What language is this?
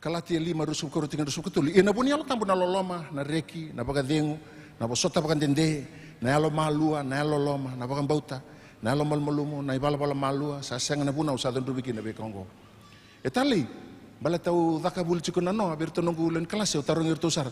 Fijian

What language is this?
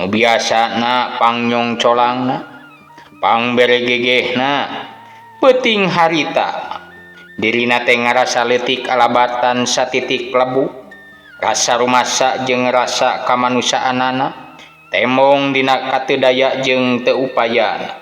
Sundanese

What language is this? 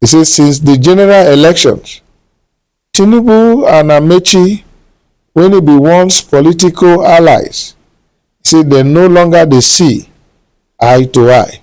Nigerian Pidgin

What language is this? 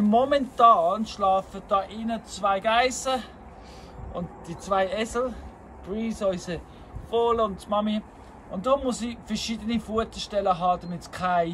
Swiss German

